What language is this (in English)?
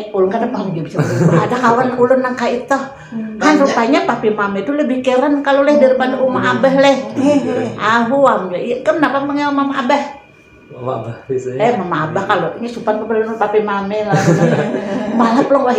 Banjar